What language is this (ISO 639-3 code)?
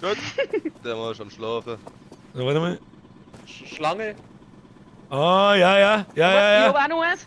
bar